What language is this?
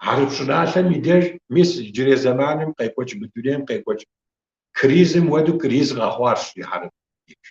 Kabardian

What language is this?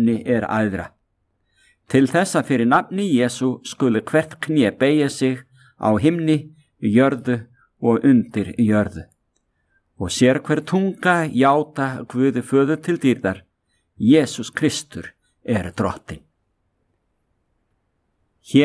Icelandic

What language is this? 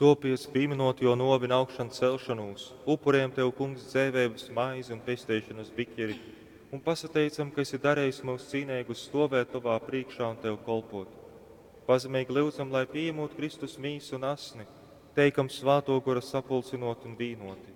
Latgalian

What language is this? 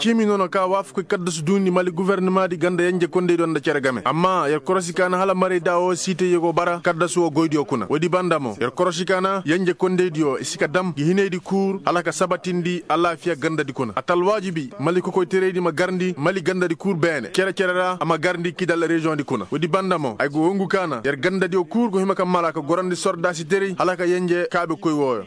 Koyraboro Senni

